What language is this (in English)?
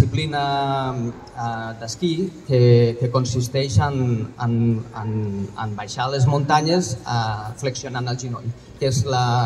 Catalan